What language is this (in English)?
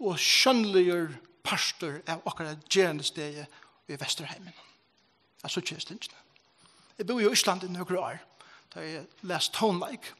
Faroese